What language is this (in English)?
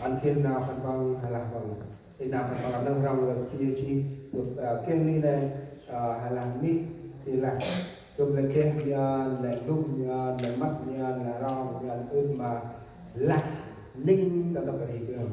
Central Mnong